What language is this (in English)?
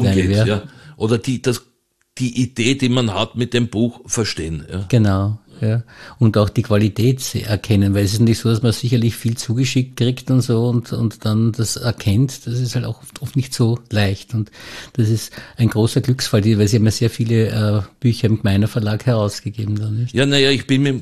German